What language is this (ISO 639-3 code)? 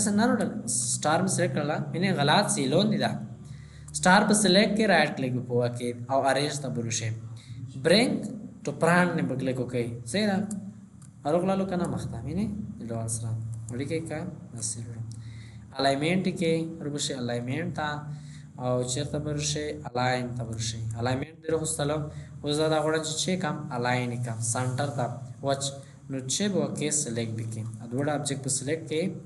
pus